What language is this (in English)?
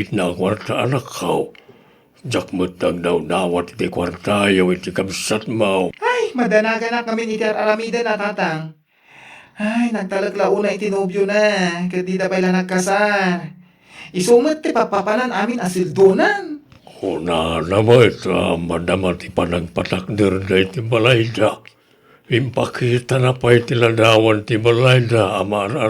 Iloko